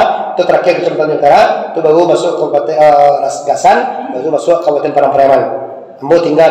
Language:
Minangkabau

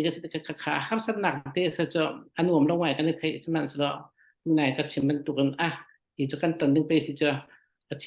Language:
Hakha Chin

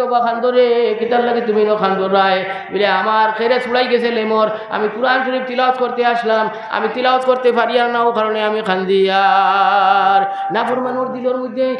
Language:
Sylheti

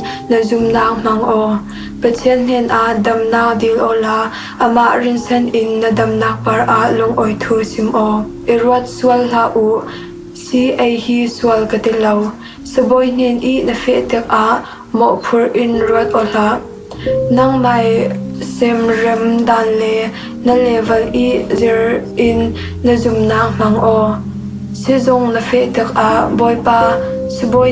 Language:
Falam Chin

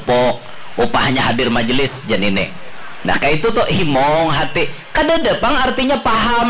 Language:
Banjar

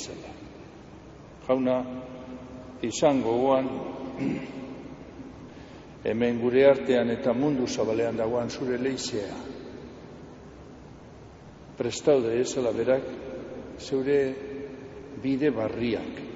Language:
Basque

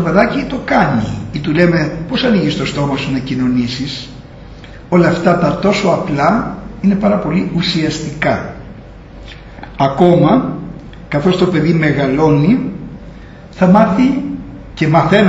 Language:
Greek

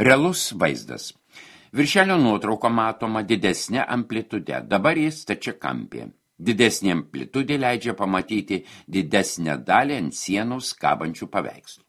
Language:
Lithuanian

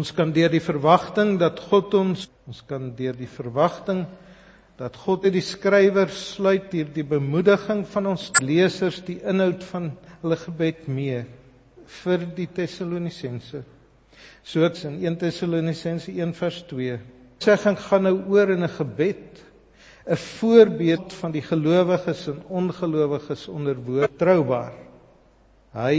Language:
Afrikaans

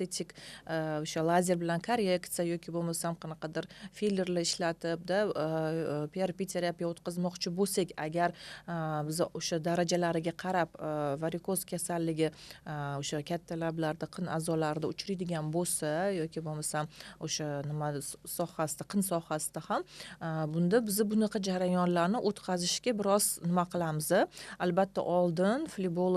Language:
Uzbek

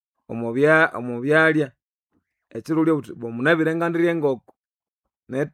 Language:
Nande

